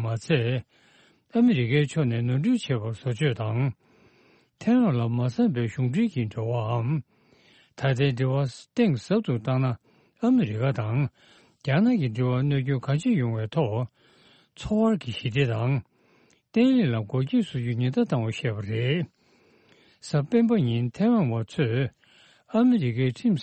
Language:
Tibetan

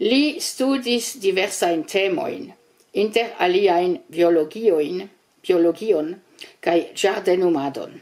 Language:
Esperanto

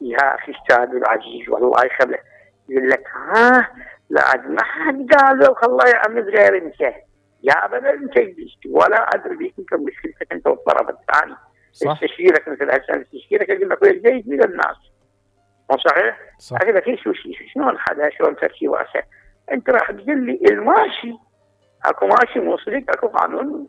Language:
Mesopotamian Arabic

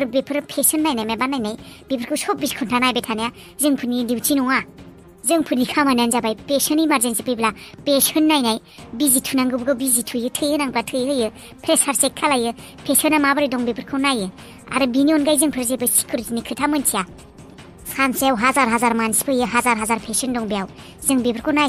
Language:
Bodo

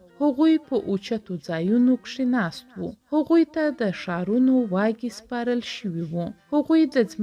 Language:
Pashto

